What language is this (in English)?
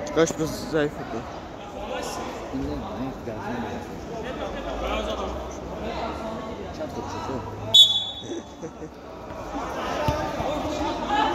Turkish